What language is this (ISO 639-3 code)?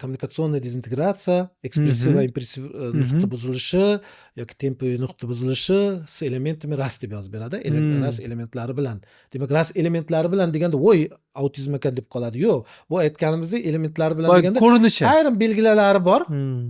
uzb